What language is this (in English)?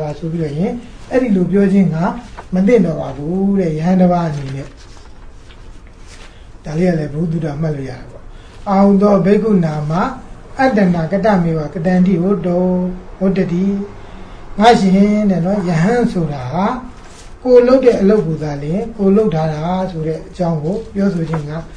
Burmese